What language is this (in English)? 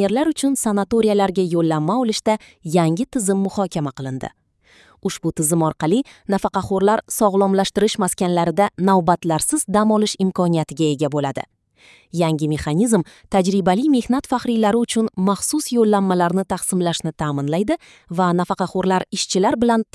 Uzbek